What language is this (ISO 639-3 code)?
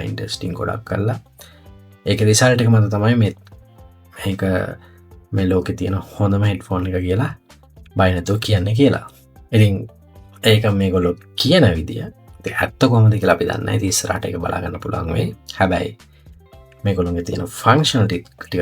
sin